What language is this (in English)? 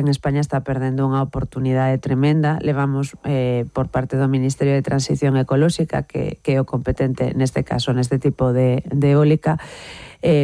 Galician